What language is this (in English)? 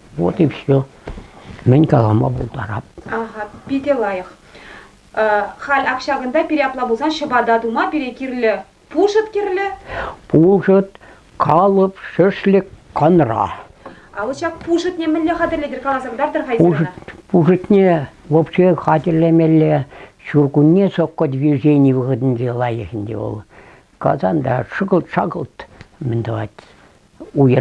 Chuvash